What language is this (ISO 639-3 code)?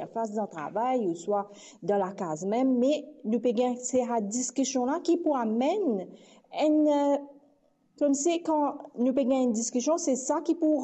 mfe